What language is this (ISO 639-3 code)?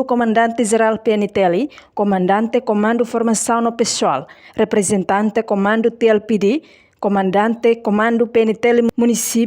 tet